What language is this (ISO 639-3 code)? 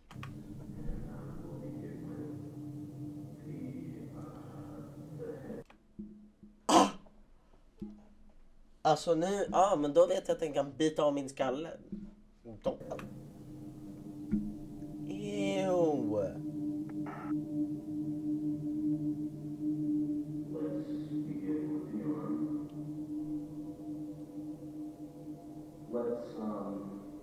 swe